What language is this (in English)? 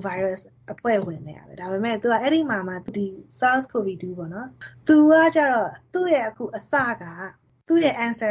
Burmese